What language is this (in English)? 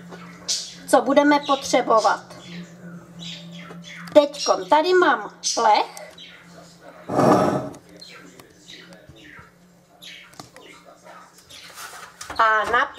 Czech